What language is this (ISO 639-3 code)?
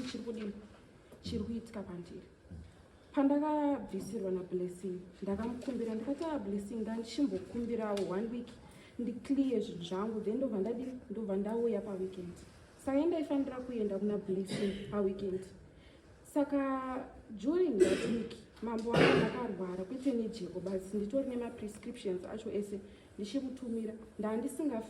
sna